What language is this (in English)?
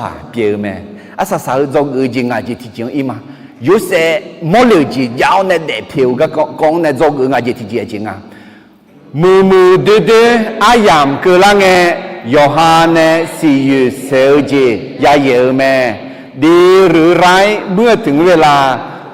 Akha